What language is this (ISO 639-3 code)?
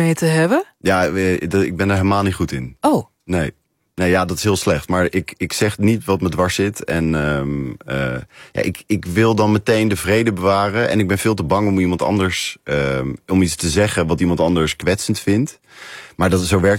nld